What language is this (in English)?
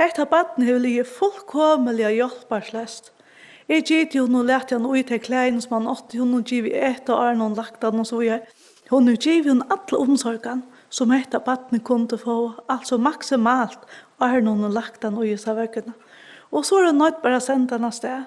Faroese